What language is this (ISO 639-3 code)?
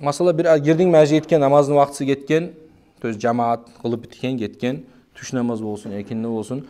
kum